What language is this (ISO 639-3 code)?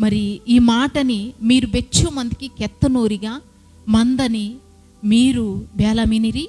kff